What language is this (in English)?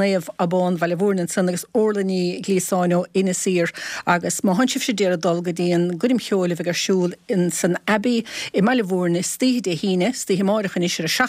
Irish